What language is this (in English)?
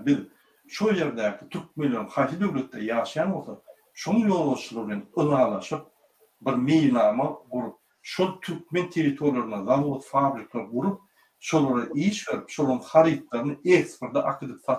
Turkmen